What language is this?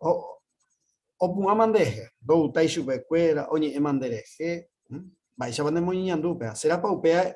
Guarani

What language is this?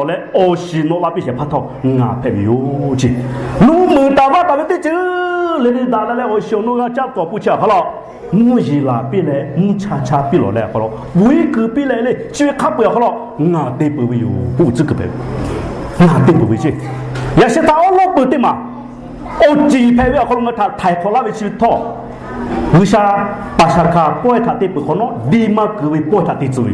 Lahu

